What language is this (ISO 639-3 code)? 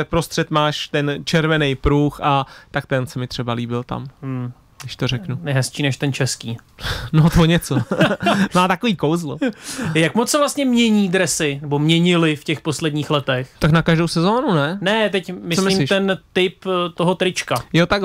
ces